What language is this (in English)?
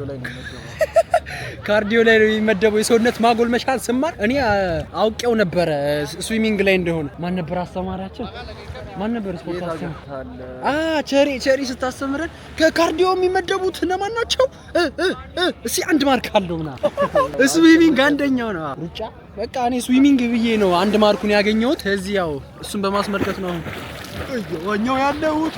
Amharic